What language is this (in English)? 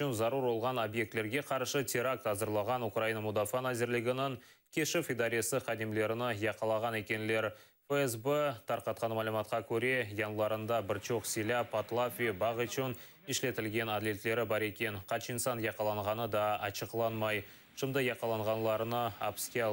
Crimean Tatar